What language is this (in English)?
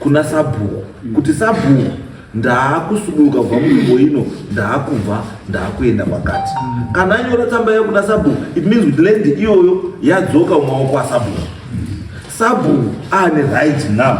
Shona